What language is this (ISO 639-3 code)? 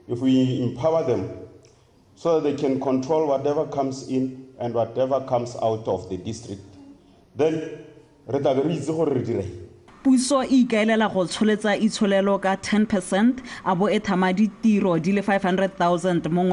tsn